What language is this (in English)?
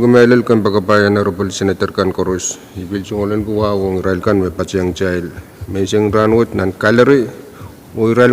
Pohnpeian